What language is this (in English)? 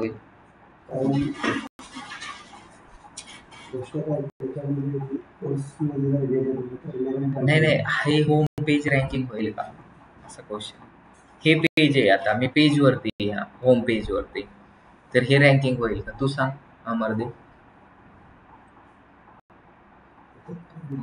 Marathi